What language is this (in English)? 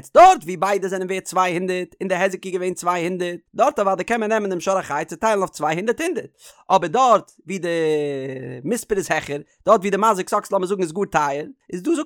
Yiddish